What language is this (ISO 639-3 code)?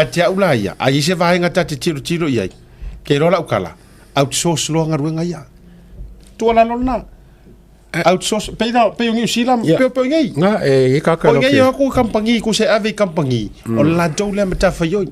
smo